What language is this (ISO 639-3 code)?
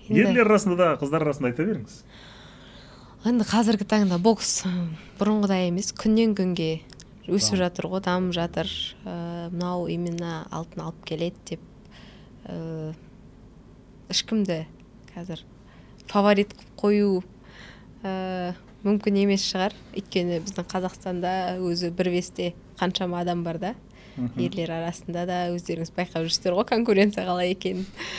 kaz